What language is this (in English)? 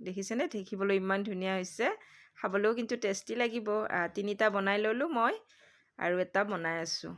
Assamese